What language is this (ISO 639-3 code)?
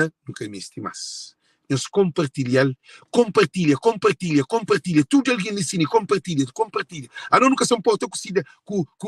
kea